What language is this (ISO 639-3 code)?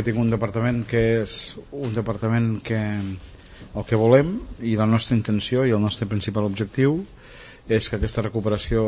cat